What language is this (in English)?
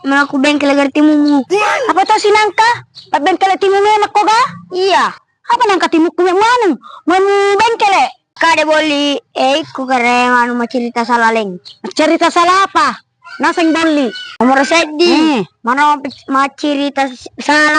Buginese